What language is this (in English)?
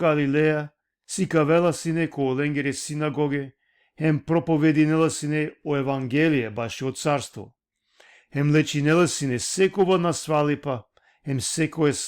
Balkan Romani